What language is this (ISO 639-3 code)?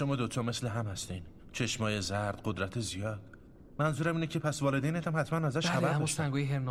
fas